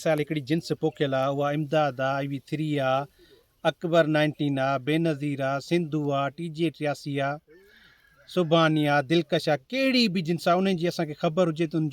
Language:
Sindhi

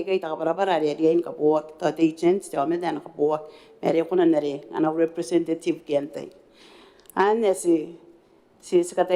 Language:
Gilbertese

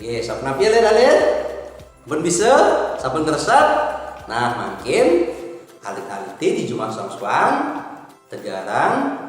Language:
Balinese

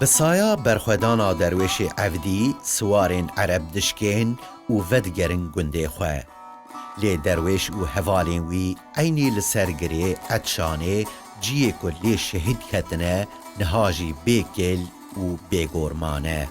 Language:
Kurdish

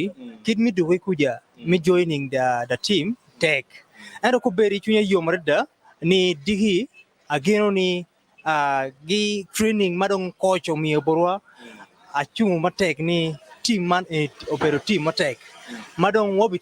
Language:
Acoli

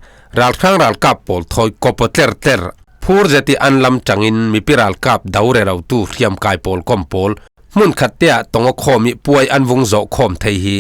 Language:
Falam Chin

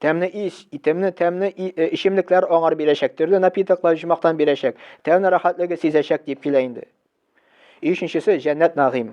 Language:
Tatar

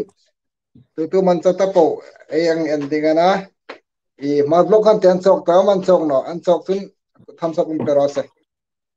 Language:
Hmar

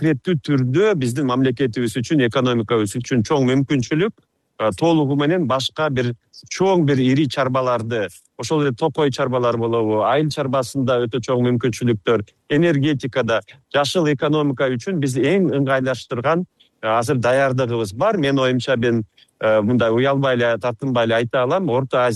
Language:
Kyrgyz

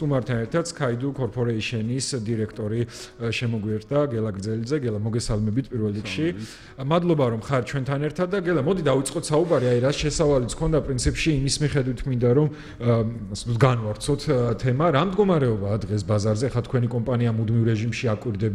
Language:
Georgian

